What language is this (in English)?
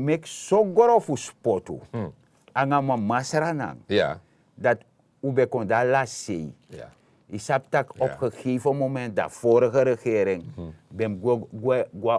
Sranan Tongo